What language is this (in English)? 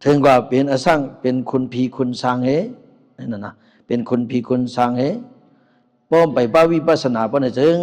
Shan